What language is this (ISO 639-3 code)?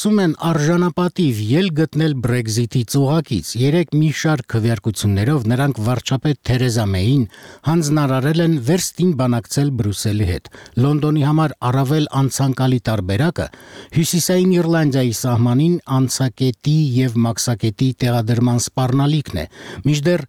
hye